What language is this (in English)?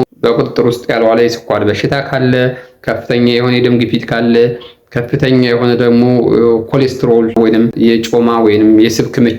Amharic